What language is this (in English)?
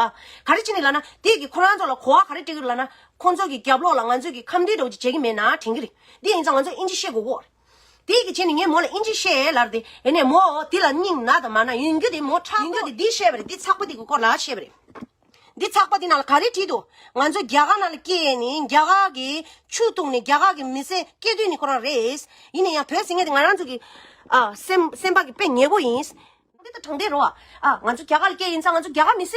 Tibetan